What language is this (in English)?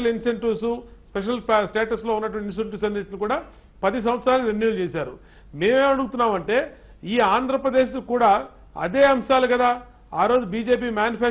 Telugu